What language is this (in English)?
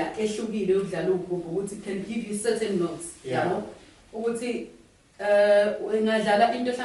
Zulu